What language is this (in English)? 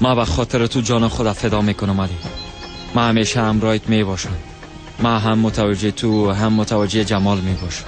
Persian